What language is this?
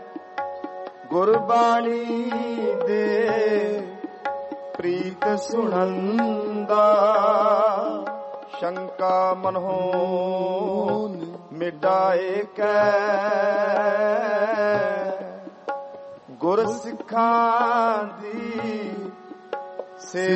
Punjabi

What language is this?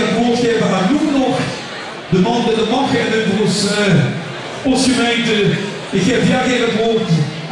Limburgish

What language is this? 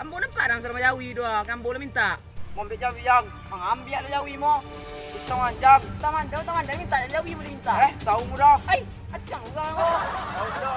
Minangkabau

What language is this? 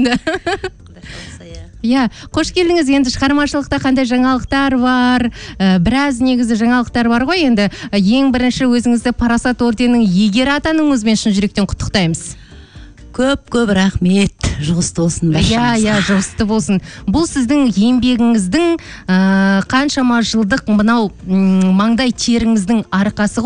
Kazakh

